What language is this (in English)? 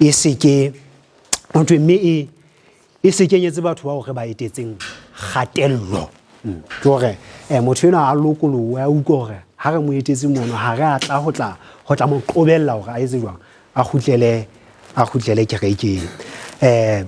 Southern Sotho